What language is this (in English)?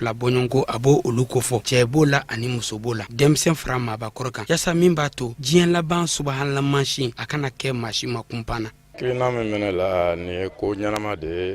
Bambara